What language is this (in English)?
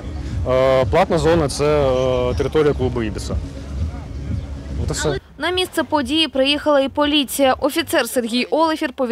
Ukrainian